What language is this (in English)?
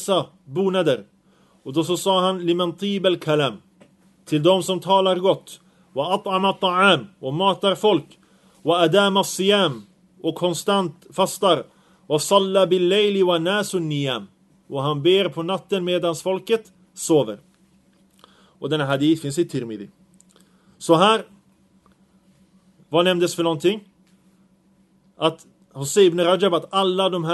Swedish